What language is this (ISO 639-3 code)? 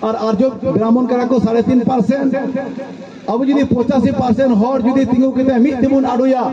sat